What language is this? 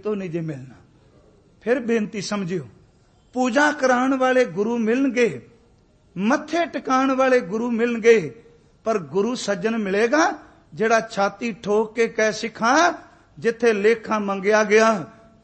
Punjabi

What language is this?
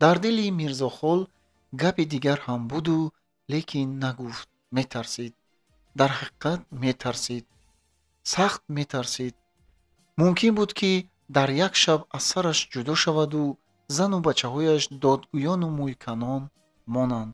Tajik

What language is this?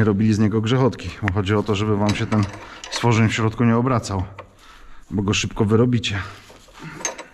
Polish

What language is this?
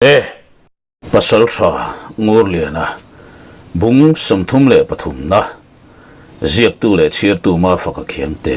Mizo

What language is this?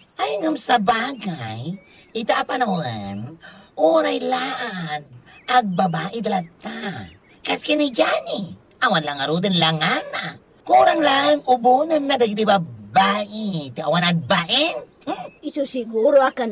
Iloko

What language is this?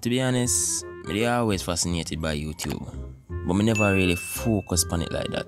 Jamaican Creole English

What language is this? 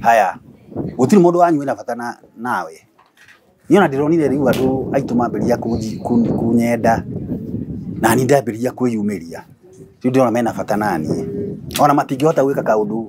Kikuyu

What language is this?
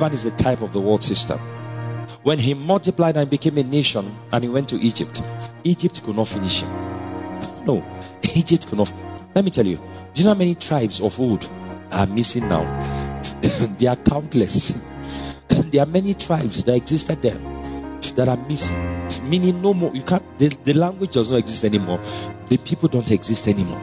English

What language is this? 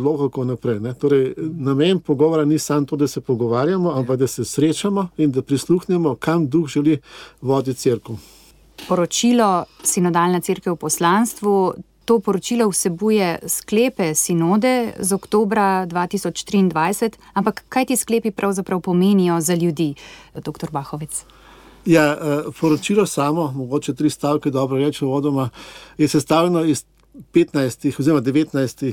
Slovenian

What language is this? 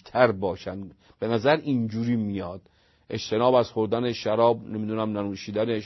Persian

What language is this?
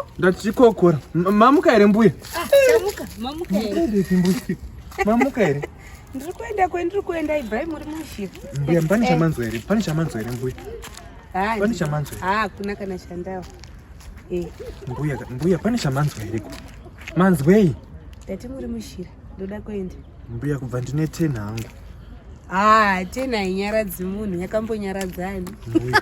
Shona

